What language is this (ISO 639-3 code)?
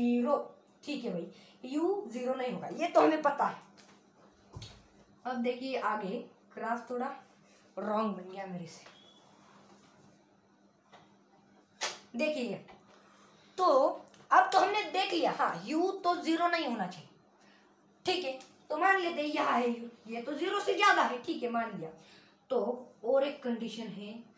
hin